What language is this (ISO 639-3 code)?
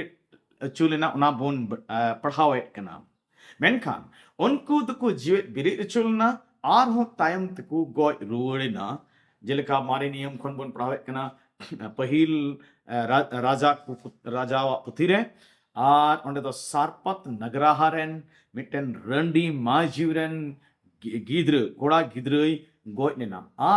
sat